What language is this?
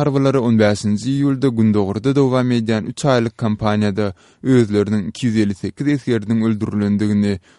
Turkmen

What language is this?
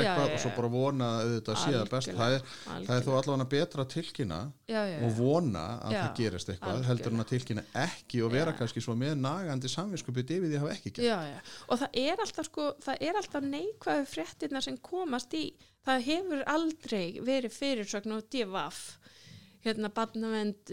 Icelandic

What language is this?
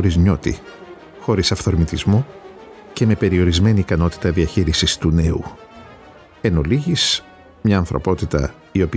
Greek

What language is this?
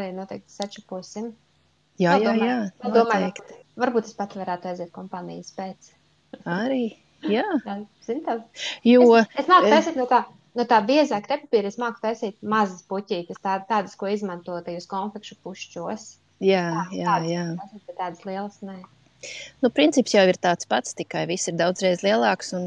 Latvian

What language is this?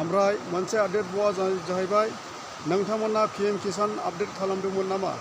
Bodo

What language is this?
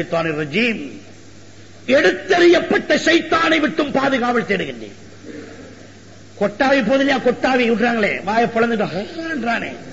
Tamil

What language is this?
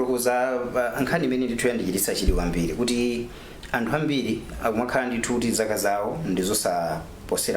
Nyanja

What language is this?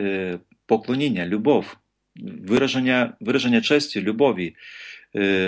Ukrainian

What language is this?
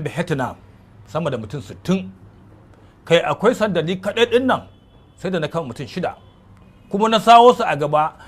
Hausa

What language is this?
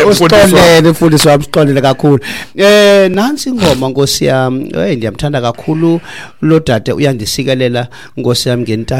Xhosa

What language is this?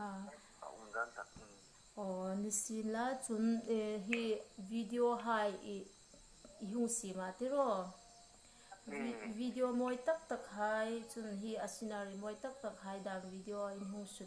Hmar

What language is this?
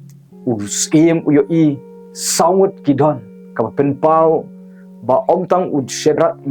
Khasi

